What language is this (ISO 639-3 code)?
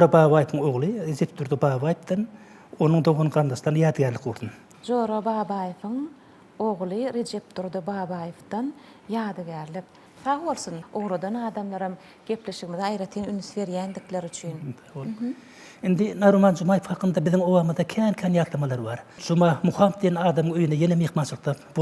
tuk